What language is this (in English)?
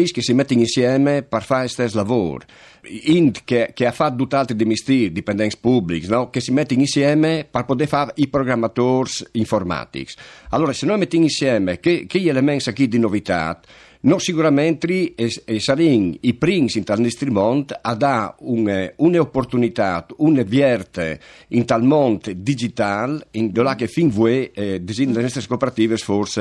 Friulian